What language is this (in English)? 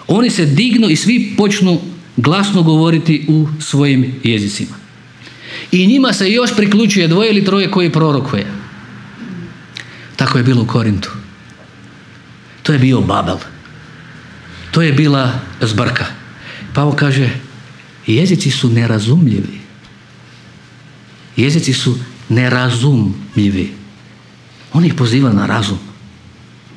Croatian